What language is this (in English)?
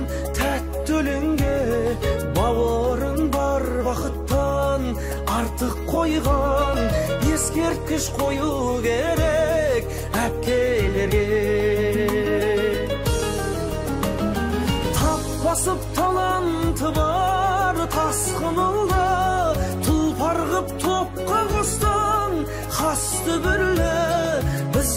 Kazakh